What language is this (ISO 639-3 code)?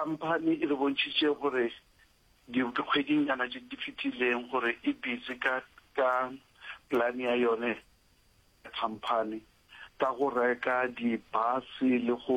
nso